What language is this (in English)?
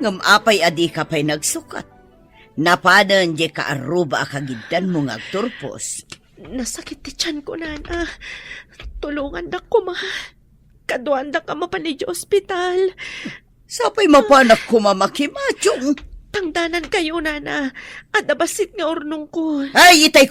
Iloko